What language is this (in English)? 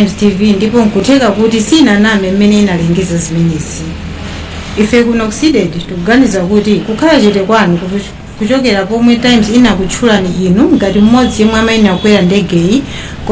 Nyanja